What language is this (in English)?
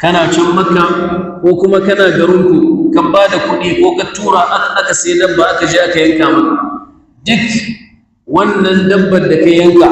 Hausa